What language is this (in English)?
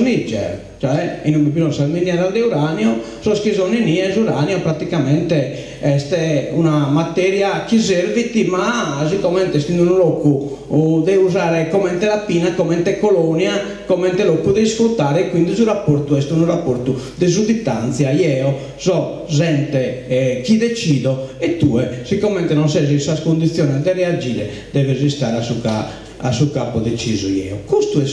Sardinian